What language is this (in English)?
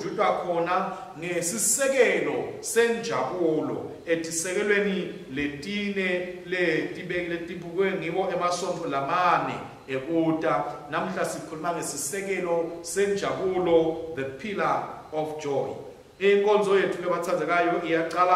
Swati